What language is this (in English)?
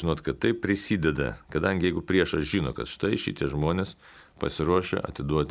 Lithuanian